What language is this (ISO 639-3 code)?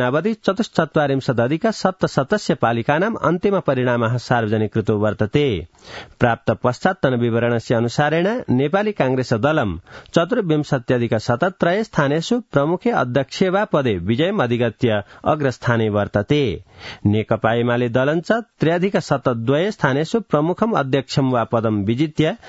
san